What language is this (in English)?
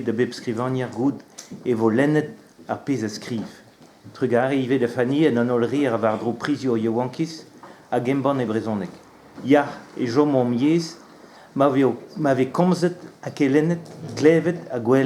Breton